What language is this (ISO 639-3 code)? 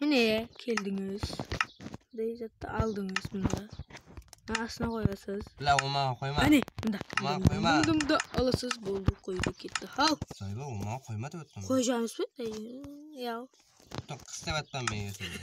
kaa